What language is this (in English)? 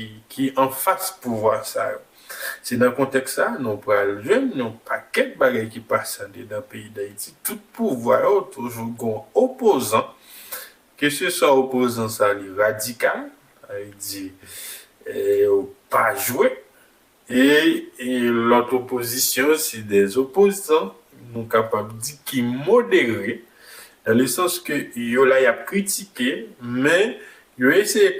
Haitian Creole